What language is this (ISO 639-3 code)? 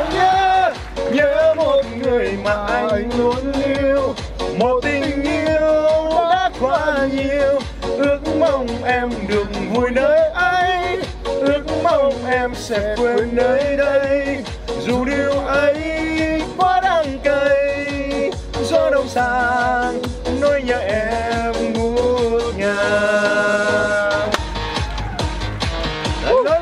vie